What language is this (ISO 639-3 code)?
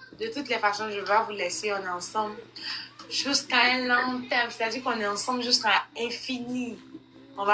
fra